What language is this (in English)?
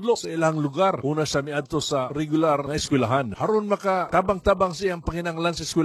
Cebuano